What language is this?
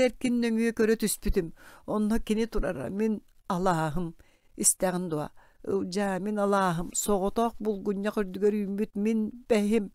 Yakut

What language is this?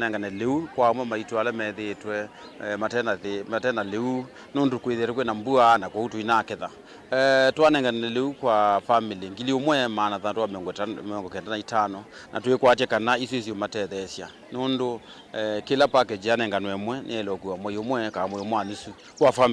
Kamba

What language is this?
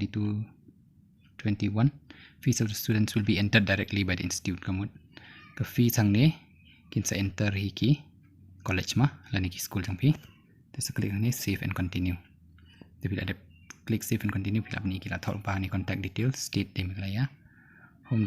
Khasi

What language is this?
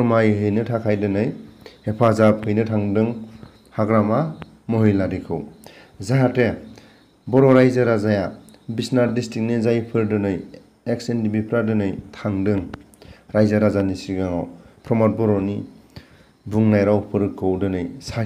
Bodo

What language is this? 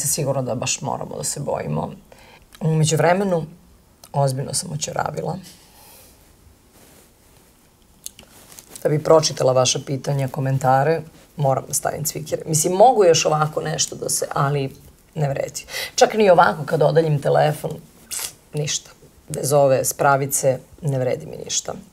Serbian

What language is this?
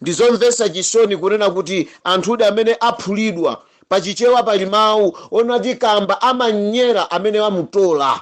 Nyanja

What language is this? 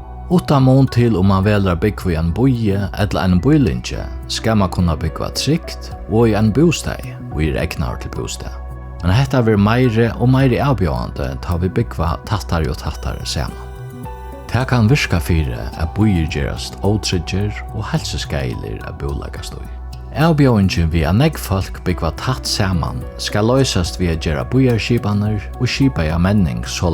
Faroese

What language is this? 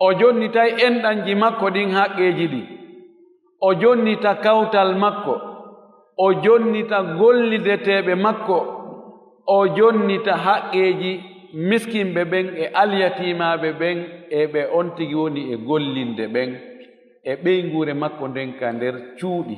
Fula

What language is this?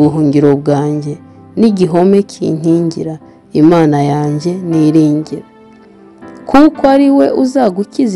Kinyarwanda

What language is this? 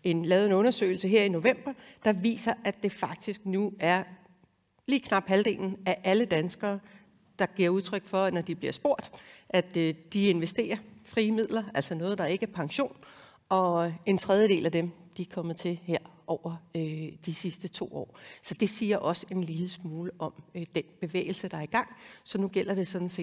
Danish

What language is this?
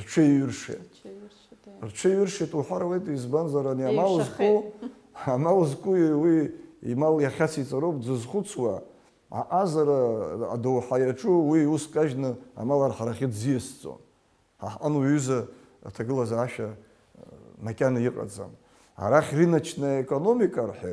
Abkhazian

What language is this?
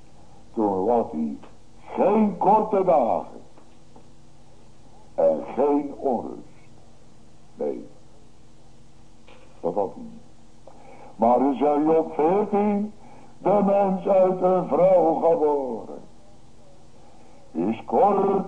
Dutch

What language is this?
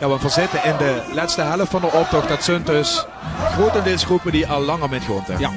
Limburgish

